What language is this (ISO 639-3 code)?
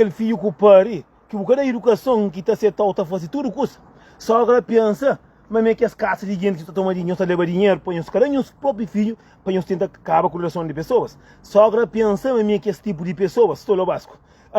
kea